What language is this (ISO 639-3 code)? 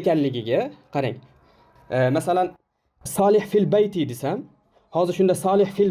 uzb